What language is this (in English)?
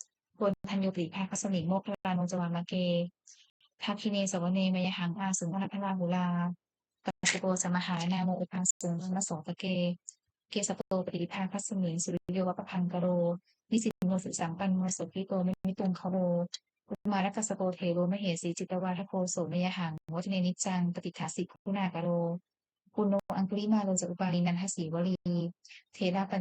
Pali